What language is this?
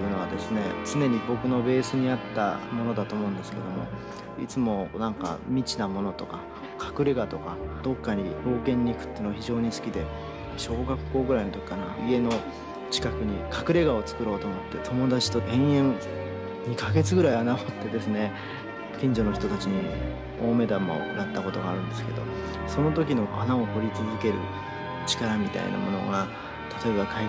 Japanese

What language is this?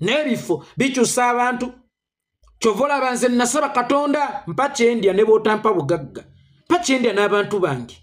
Ganda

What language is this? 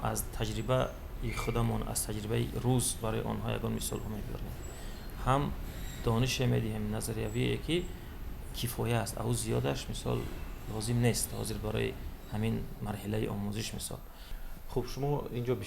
Tajik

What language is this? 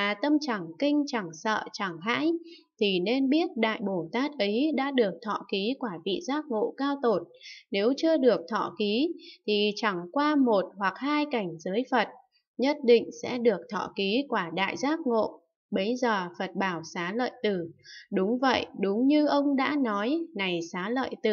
Vietnamese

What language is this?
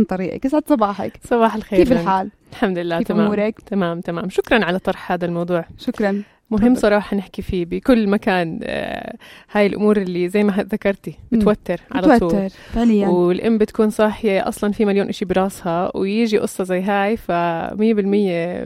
North Levantine Arabic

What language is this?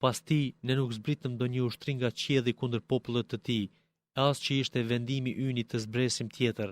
Albanian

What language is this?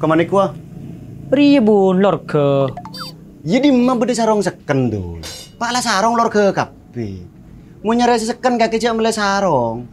Madurese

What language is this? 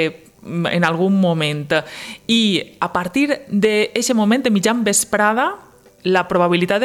Catalan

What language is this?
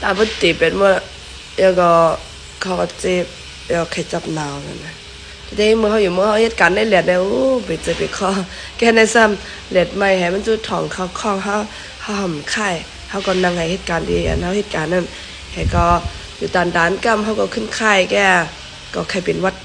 Shan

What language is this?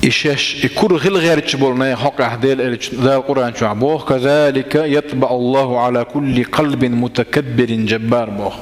Chechen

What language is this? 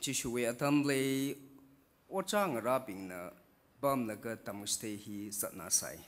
Tangkhul Naga (India)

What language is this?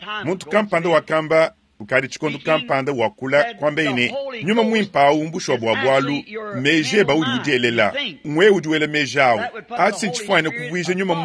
Luba-Lulua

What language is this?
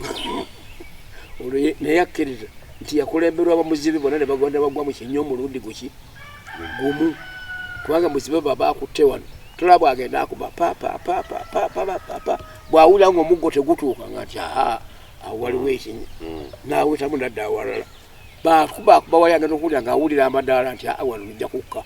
Ganda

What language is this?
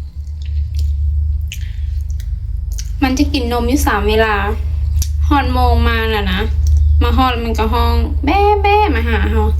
Lao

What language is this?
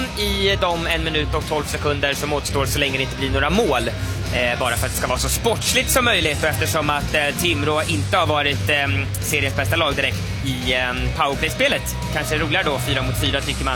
Swedish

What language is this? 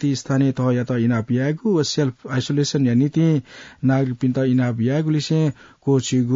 Newari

